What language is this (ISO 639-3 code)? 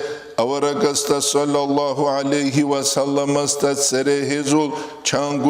ava